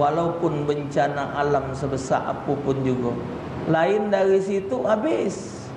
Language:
Musi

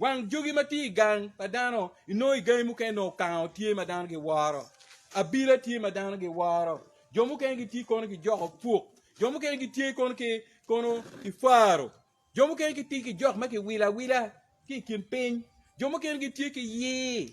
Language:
Acoli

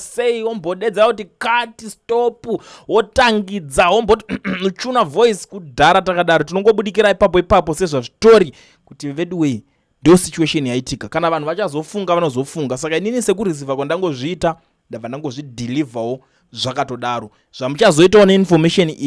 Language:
Shona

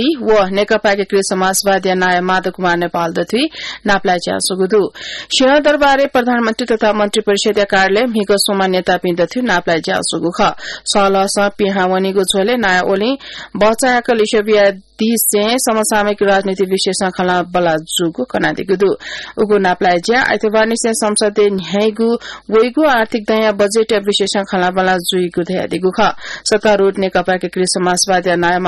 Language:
Newari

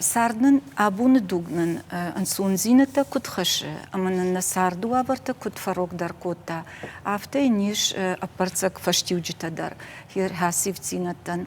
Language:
Ossetic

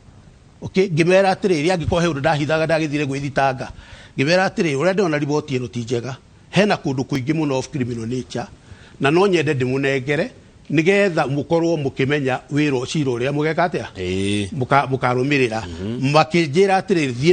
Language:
Kikuyu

